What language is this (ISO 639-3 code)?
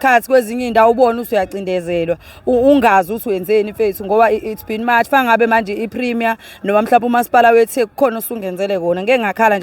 zul